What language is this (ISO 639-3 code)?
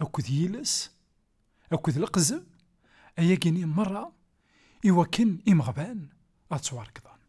kab